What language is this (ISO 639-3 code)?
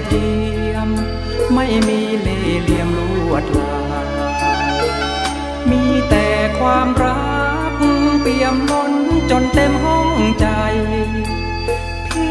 tha